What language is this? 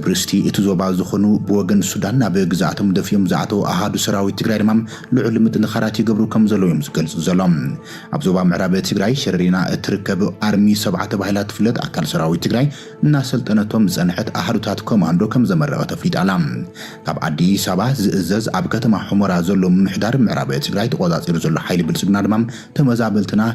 Tigrinya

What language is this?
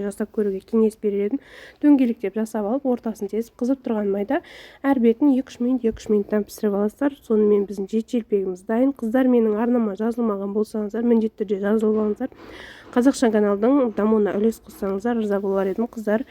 Kazakh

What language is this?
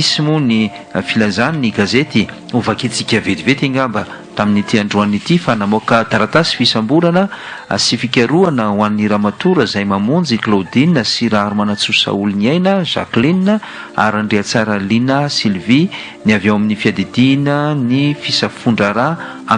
Malagasy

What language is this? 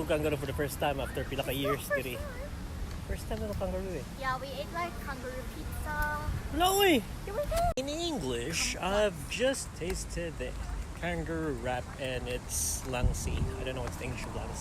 Cebuano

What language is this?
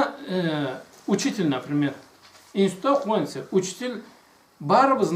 Karachay-Balkar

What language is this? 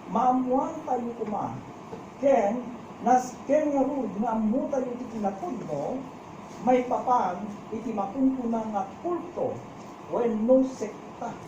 Iloko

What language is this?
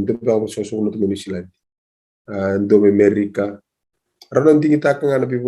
Fijian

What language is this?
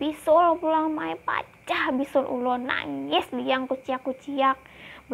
Banjar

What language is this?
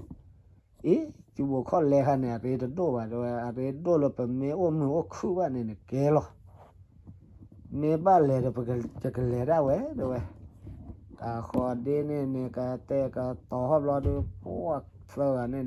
S'gaw Karen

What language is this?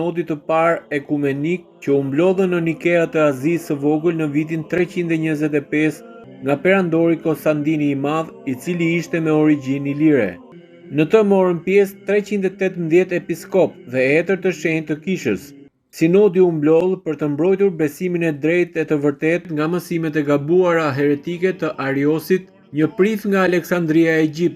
Albanian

